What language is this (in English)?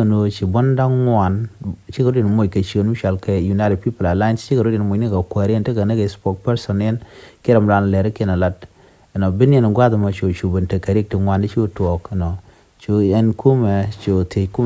Nuer